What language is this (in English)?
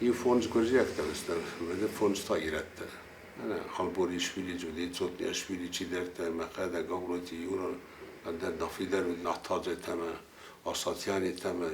Ossetic